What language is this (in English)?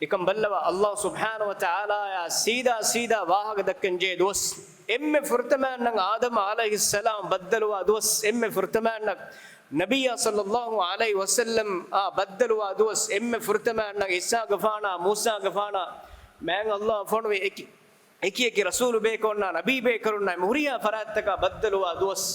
Divehi